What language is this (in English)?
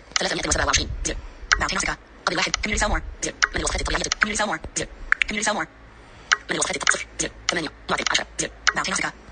Najdi Arabic